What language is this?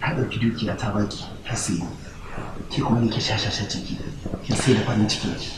Hausa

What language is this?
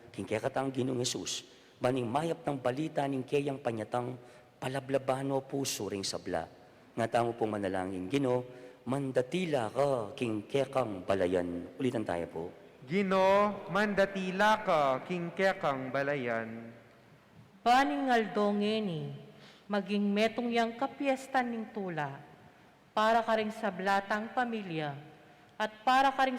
Pampanga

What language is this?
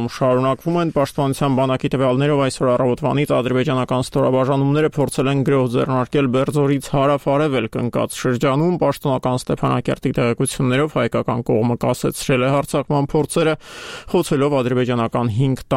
Armenian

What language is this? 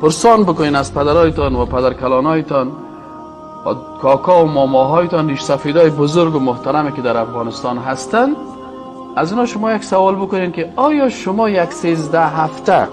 Persian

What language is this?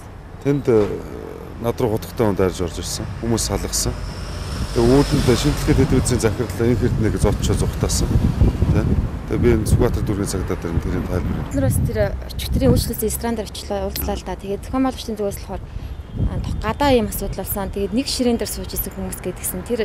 Mongolian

